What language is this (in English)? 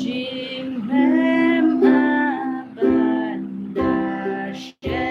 Khasi